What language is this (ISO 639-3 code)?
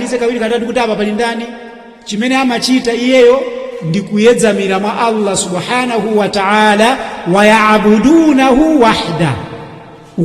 nya